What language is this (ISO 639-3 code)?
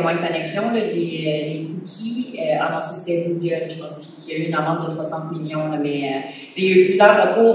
fra